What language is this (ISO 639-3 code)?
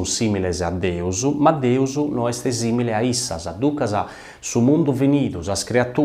srd